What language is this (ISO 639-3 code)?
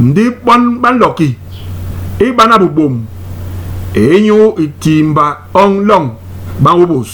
bas